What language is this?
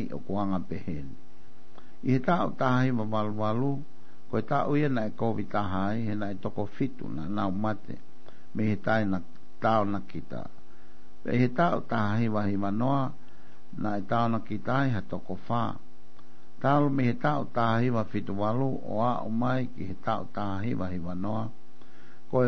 Tongan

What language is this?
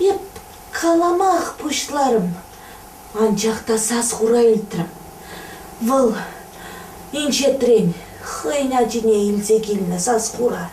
Chuvash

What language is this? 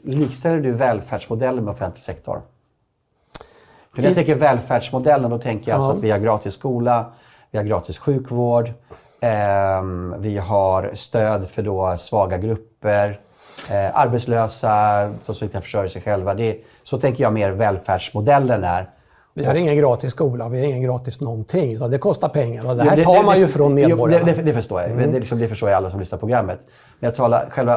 Swedish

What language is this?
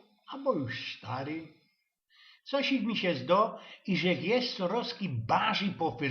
Silesian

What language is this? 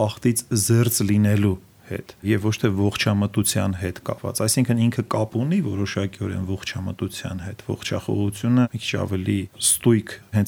Armenian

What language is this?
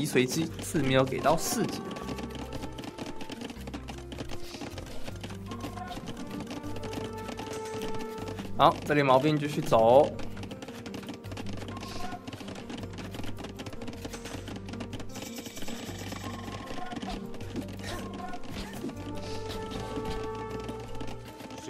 Chinese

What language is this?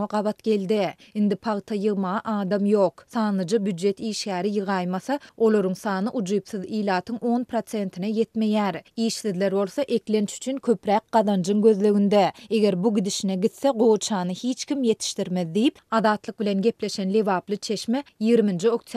Turkmen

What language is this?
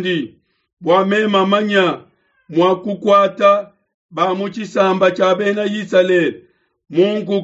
Luba-Lulua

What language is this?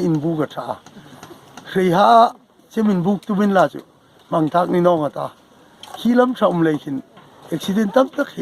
Hmar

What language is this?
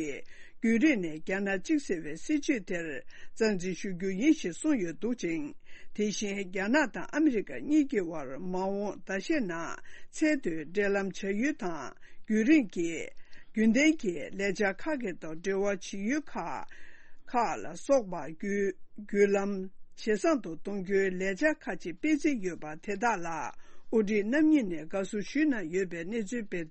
Tibetan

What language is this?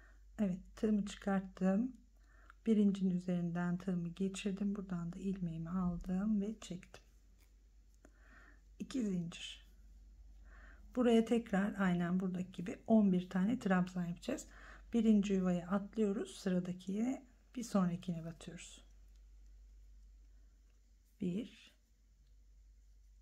Turkish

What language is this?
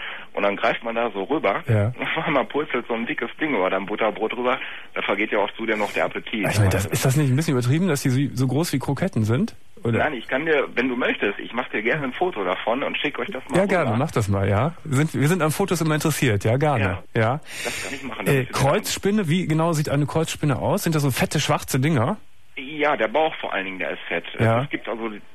German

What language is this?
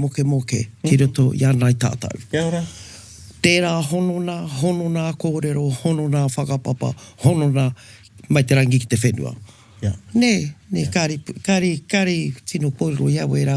Māori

